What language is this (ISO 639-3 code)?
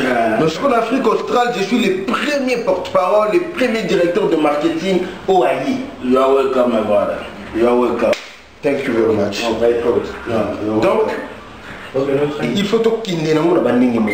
lin